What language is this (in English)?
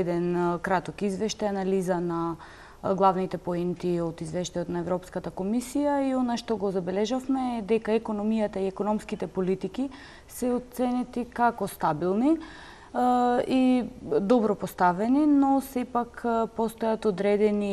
Macedonian